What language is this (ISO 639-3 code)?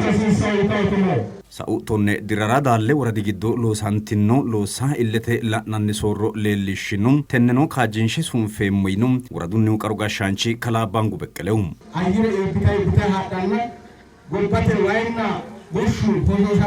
sid